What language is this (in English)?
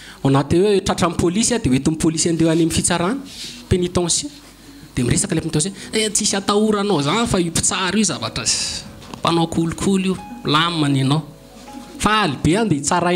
Malagasy